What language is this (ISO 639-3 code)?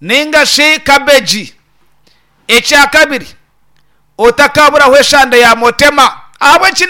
nyn